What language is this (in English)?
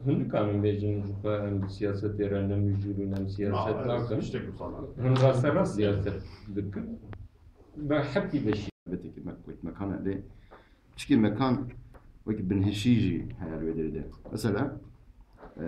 Kurdish